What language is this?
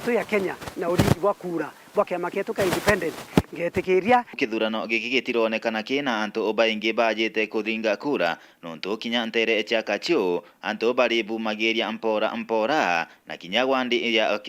Meru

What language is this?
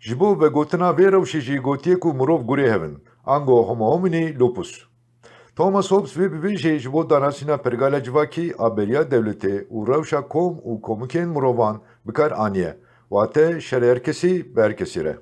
Kurdish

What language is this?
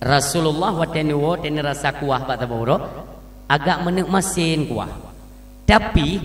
Achinese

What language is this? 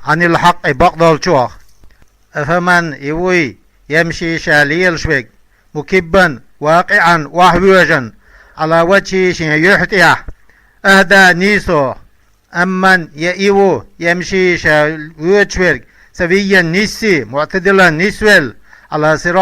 Chechen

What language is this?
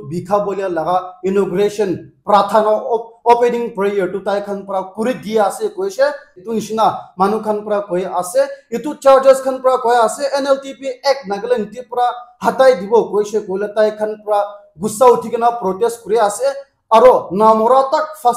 Naga Pidgin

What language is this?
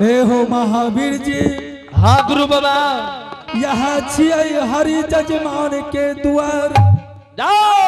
Angika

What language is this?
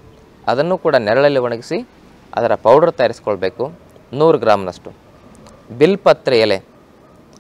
Kannada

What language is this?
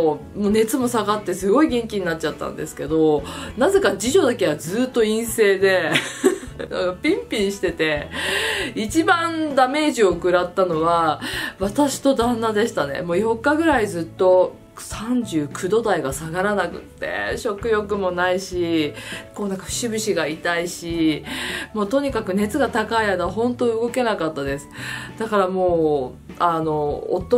Japanese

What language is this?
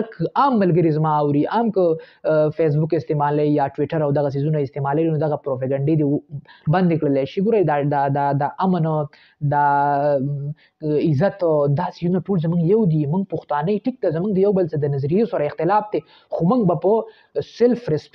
Pashto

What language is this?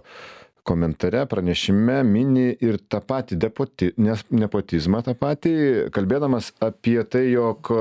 Lithuanian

